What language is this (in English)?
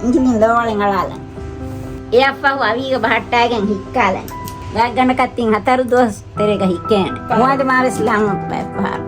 Divehi